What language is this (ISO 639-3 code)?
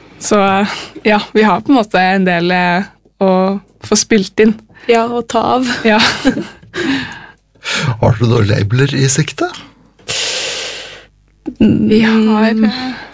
nor